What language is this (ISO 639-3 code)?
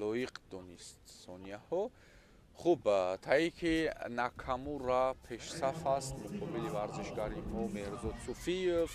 tgk